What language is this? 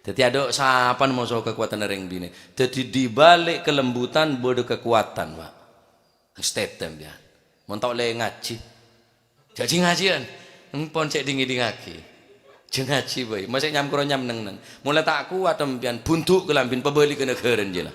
Madurese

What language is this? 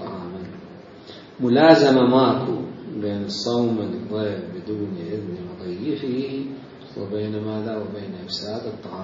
Mesopotamian Arabic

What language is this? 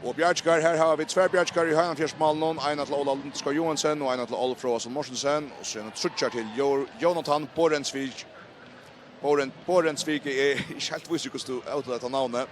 Faroese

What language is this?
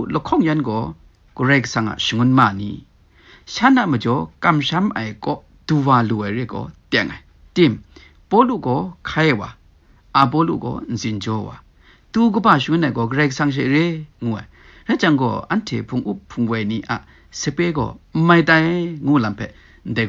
Kachin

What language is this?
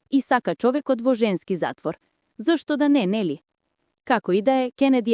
Macedonian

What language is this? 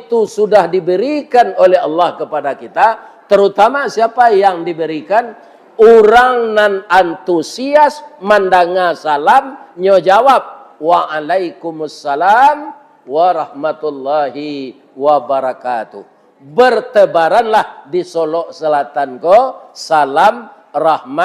Minangkabau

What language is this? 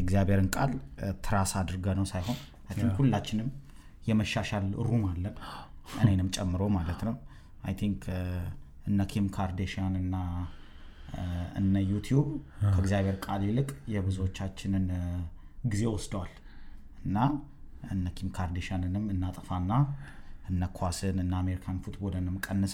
Amharic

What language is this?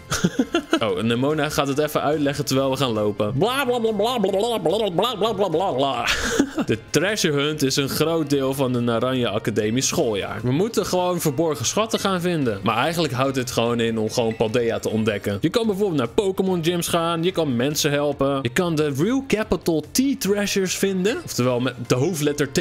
Dutch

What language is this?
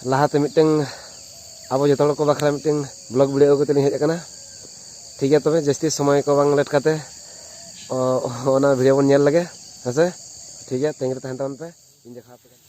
Santali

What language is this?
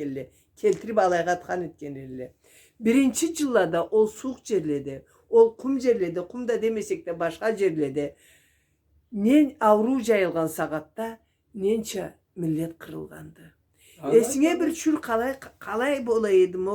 Karachay-Balkar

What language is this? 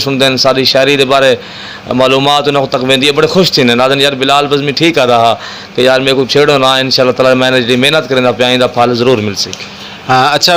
Saraiki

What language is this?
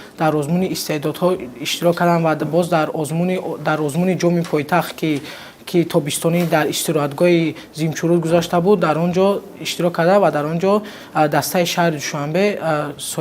Tajik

